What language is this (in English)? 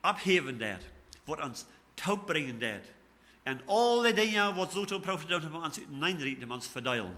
Plautdietsch